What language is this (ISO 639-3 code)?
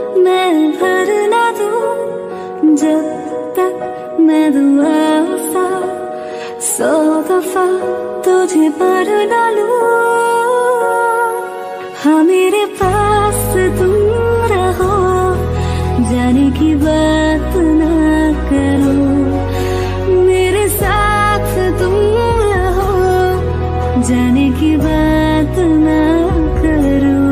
hin